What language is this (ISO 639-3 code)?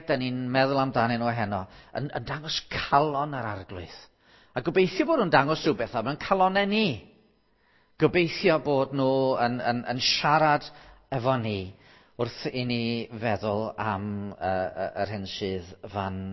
cym